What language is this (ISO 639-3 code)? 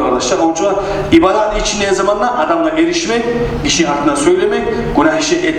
kum